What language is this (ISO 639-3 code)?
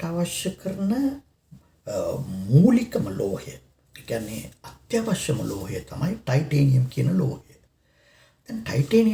sin